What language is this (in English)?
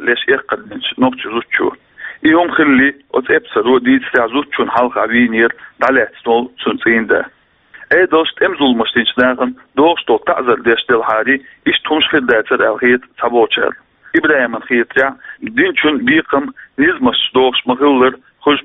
Chechen